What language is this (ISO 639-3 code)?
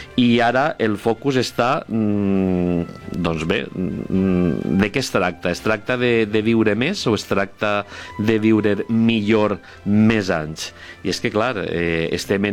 cat